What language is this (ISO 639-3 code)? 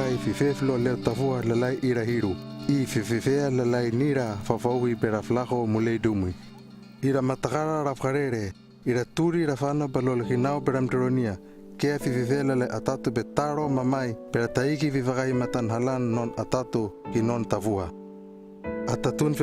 lml